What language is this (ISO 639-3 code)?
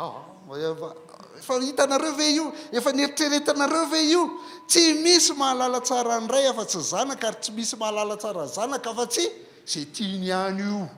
mlg